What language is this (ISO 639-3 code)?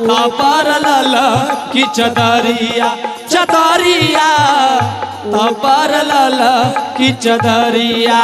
anp